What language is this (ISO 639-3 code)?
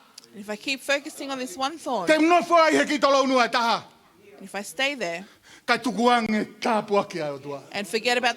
ton